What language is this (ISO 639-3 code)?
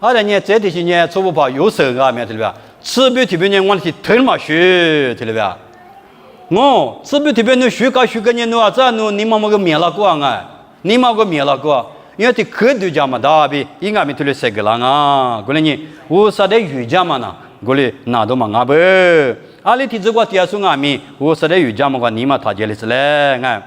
lis